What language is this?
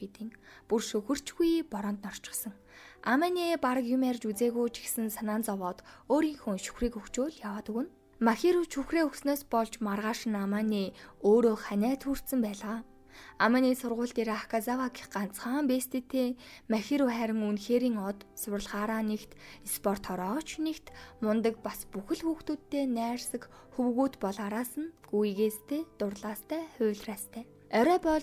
Mongolian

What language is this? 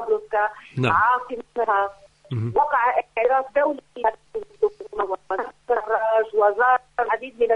Arabic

